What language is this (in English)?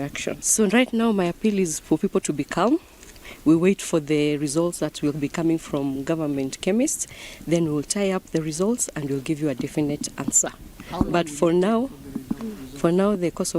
Meru